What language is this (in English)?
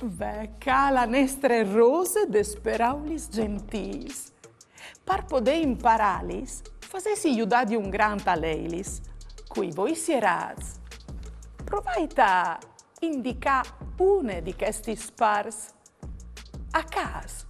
Friulian